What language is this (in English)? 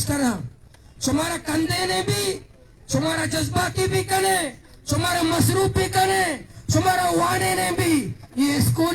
Baluchi